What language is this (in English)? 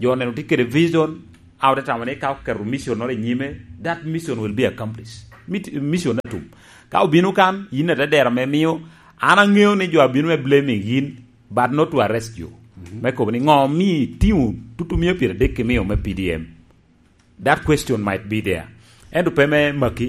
Lango (Uganda)